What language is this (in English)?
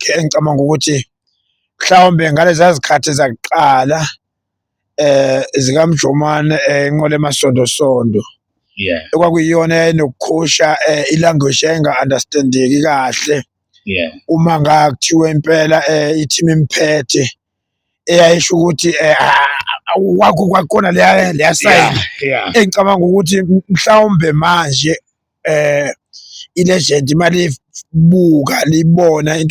Zulu